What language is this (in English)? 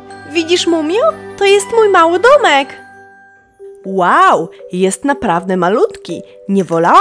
Polish